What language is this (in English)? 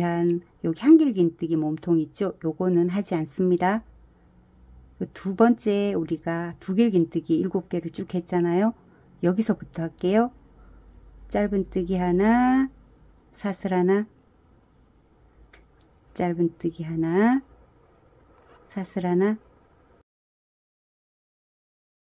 Korean